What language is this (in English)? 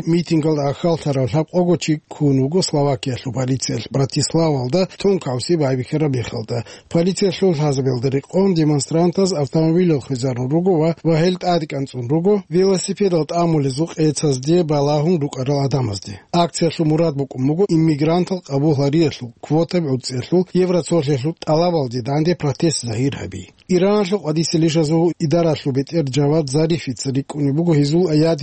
Avaric